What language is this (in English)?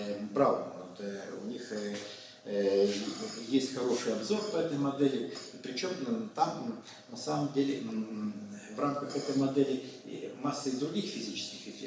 Russian